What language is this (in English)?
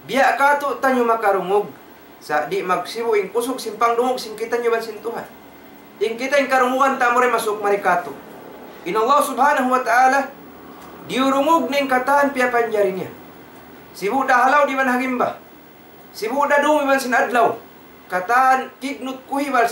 Tausug